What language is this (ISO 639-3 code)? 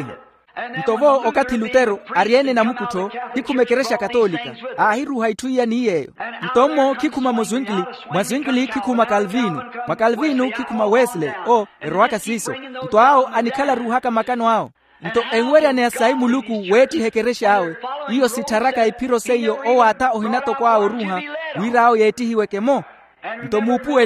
vmw